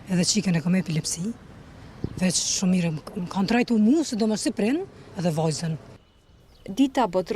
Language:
Albanian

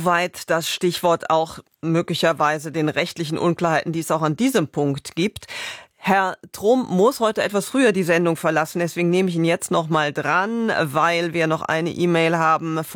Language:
German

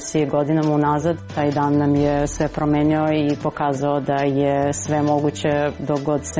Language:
Serbian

